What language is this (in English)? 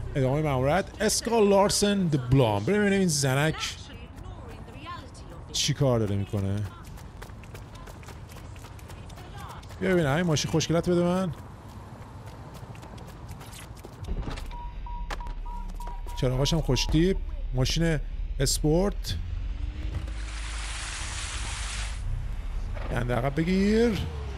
Persian